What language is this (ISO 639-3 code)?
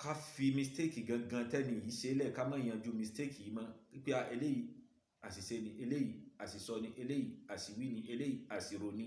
yor